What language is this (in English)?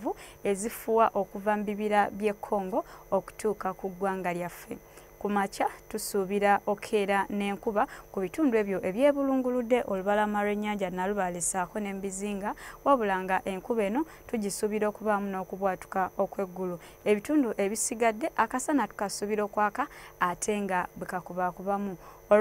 Ganda